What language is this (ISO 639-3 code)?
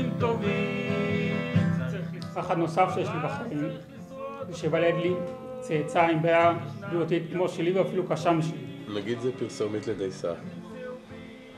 heb